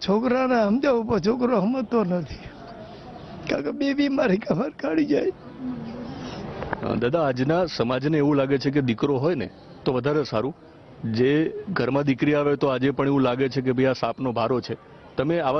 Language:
Gujarati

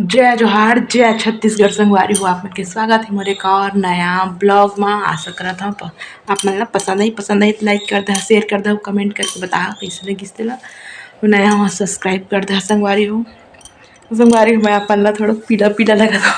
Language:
Chhattisgarhi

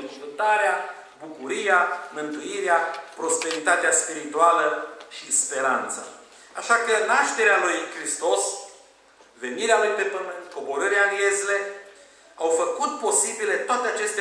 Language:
Romanian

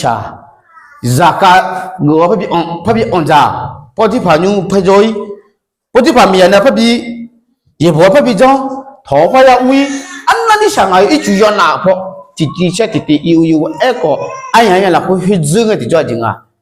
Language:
Akha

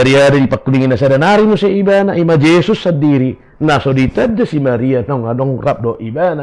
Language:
Batak Toba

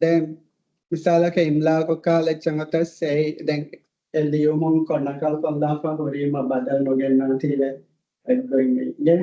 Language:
Divehi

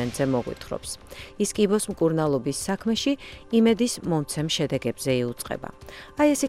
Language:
Georgian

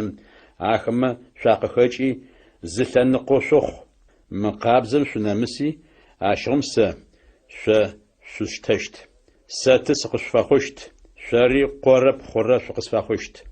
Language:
Adyghe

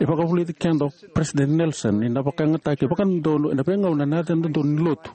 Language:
Fijian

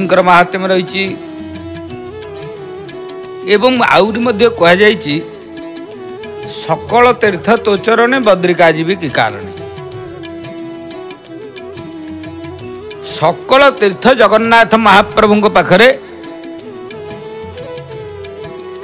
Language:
Odia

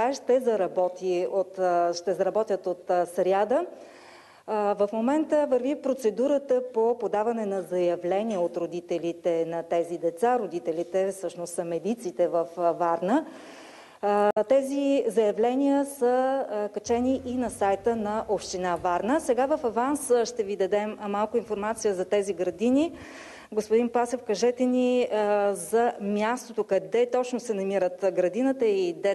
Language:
Bulgarian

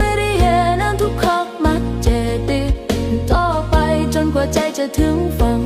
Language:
Northeastern Thai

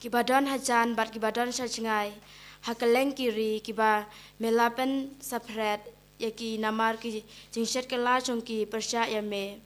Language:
Khasi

